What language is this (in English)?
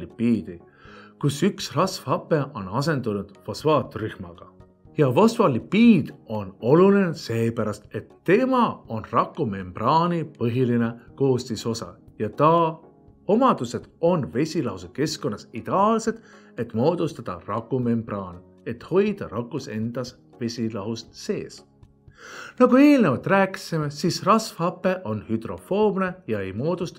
Estonian